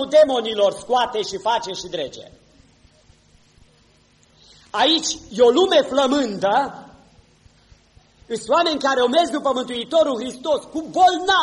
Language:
Romanian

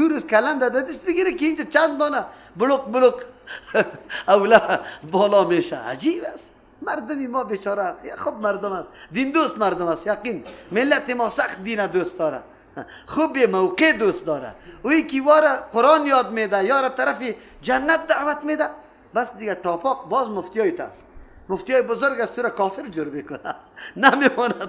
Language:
Persian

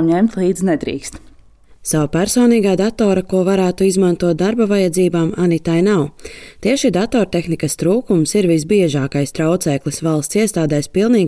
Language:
Latvian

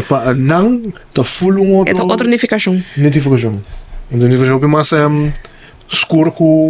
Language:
Papiamento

